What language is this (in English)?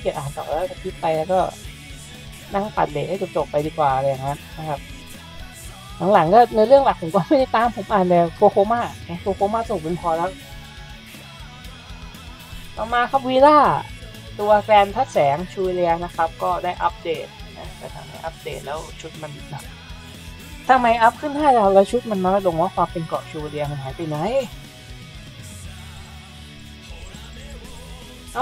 Thai